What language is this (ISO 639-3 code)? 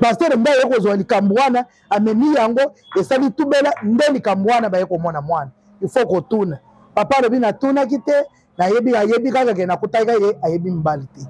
lin